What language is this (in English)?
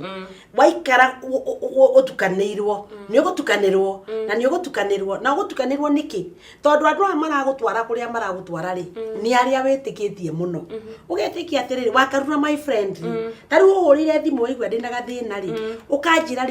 Kikuyu